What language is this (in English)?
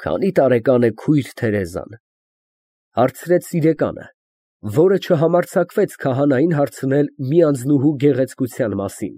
Armenian